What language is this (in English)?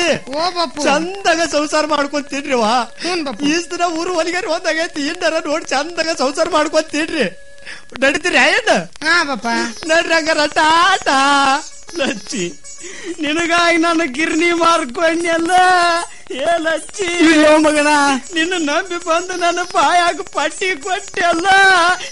Kannada